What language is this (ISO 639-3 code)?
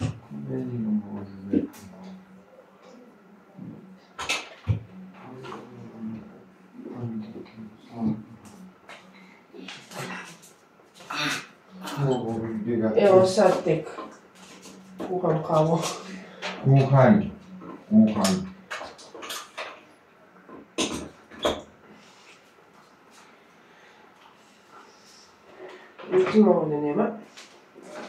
hrv